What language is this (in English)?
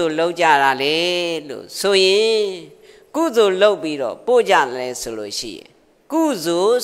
Burmese